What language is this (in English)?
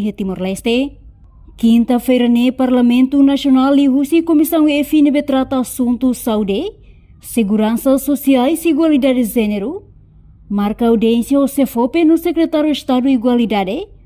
Tetum